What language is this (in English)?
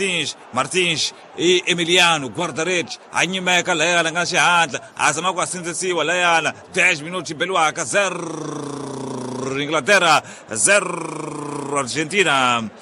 Tsonga